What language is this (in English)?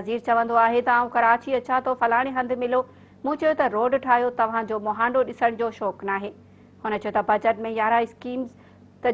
Sindhi